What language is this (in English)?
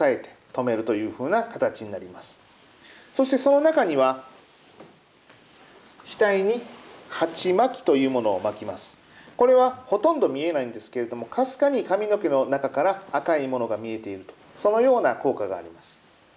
Japanese